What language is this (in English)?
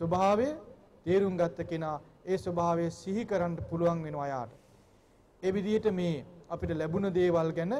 Sinhala